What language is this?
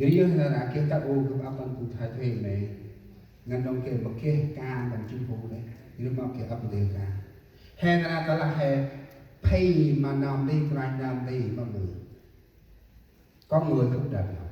Central Mnong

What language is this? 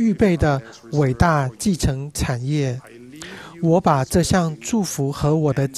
Chinese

